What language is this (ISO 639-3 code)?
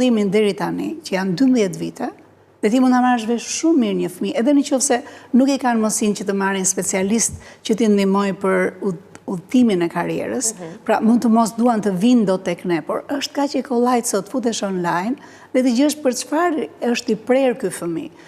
sqi